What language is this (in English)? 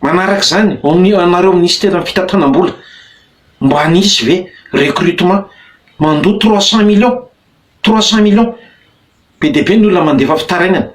Malagasy